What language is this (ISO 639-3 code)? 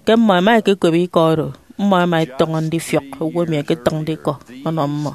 efi